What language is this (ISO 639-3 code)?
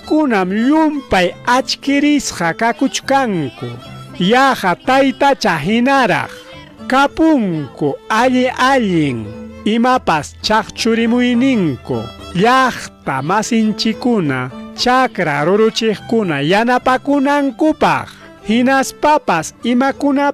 quy